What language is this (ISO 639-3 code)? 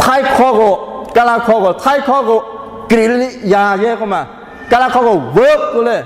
lhu